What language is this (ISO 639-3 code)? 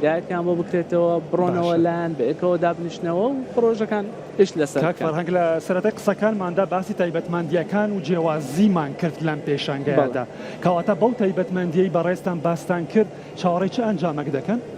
ckb